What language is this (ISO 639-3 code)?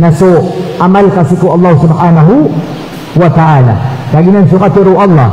mrw